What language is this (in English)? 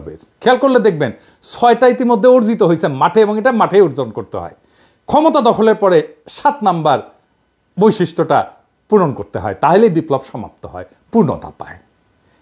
Bangla